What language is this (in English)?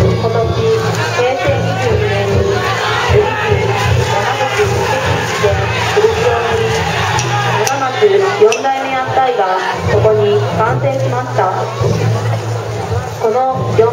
Japanese